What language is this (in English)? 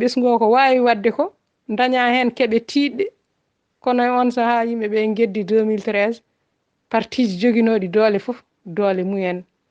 Fula